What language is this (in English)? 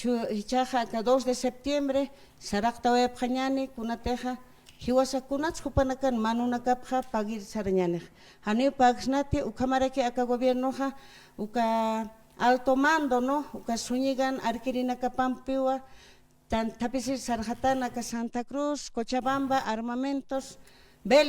Aymara